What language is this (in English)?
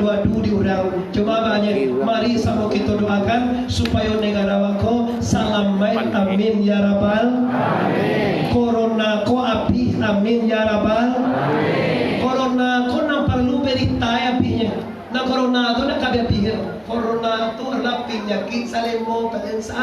Minangkabau